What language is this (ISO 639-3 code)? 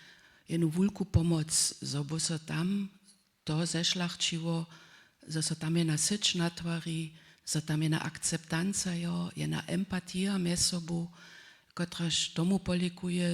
hsb